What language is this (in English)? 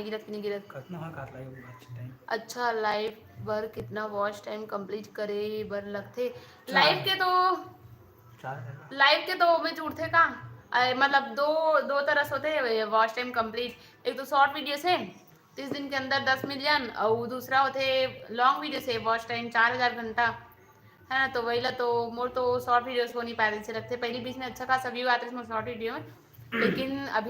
Chhattisgarhi